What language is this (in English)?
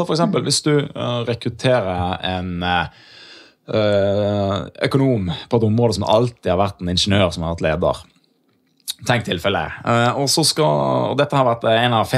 Norwegian